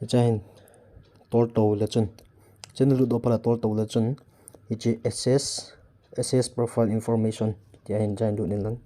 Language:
Thado Chin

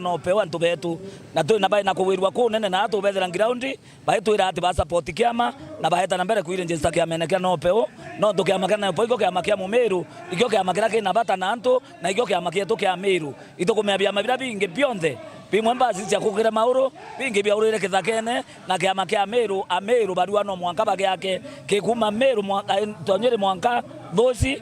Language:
Meru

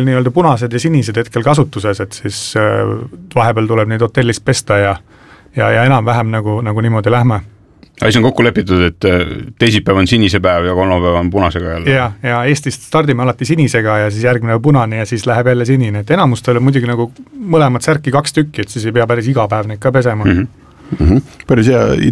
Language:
Estonian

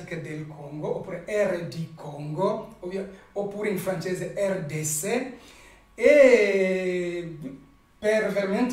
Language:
Italian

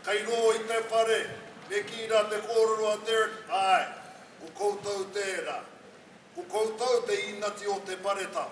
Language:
Māori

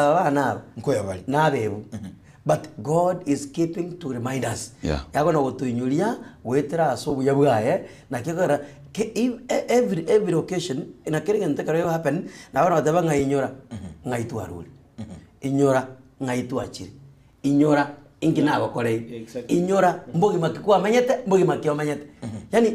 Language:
Gusii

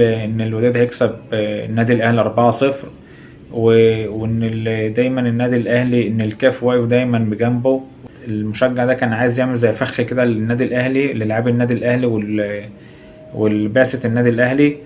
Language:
Egyptian Arabic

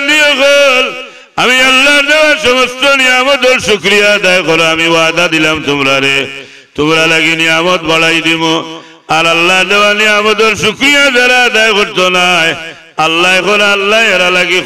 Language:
Sylheti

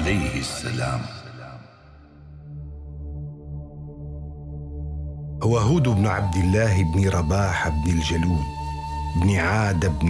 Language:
Arabic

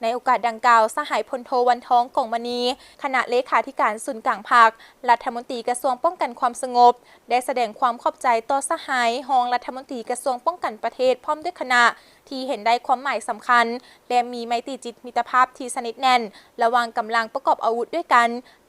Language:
Lao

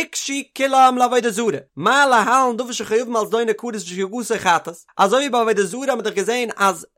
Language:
Yiddish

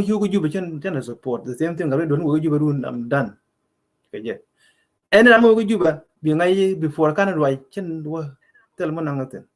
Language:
Nuer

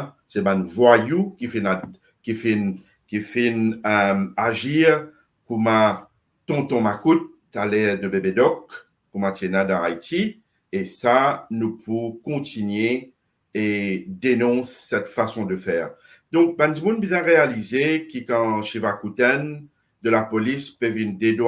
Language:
Morisyen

